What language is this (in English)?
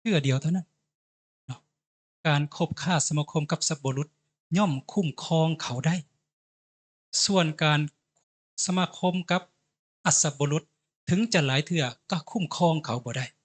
Lao